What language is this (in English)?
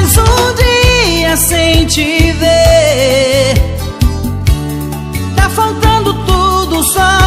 Portuguese